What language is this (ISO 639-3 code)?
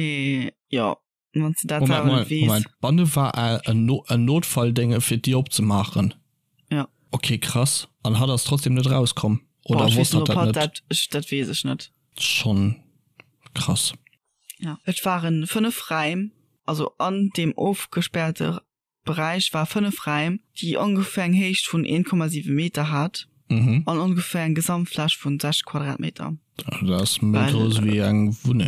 ltz